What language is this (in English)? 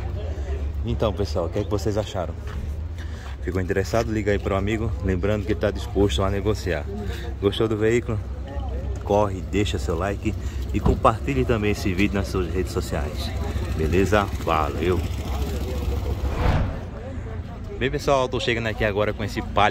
Portuguese